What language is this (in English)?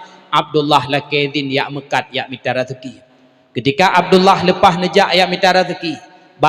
Achinese